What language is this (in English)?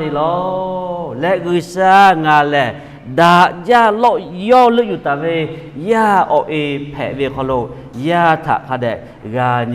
Lahu